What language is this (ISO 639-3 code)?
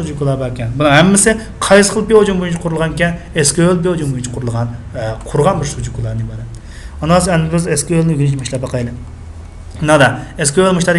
uig